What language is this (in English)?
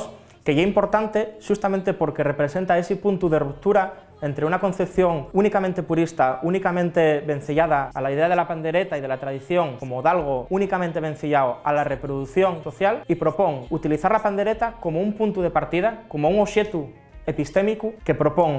Asturian